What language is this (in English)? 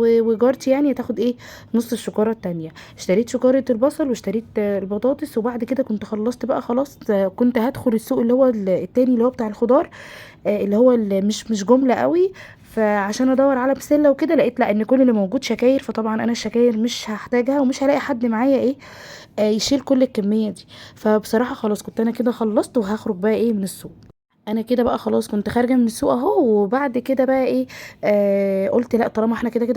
Egyptian Arabic